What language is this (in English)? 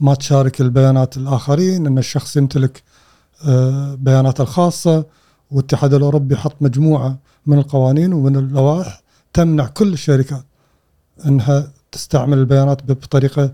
Gulf Arabic